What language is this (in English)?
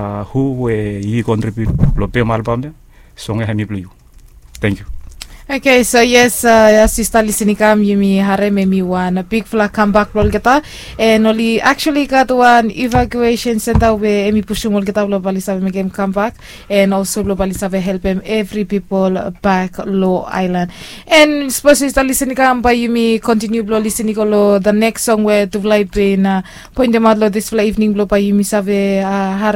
Bislama